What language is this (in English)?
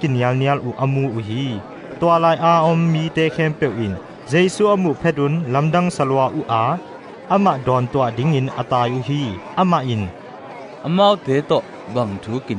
Tedim Chin